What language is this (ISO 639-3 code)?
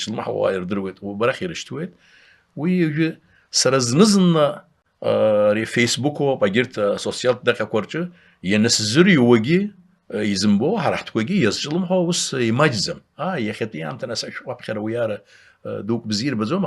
abk